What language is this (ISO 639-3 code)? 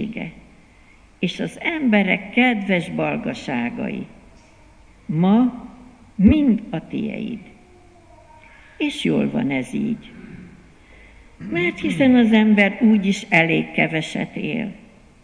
hun